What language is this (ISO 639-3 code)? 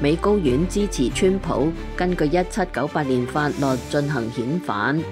yue